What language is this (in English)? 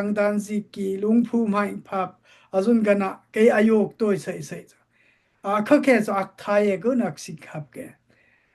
Dimasa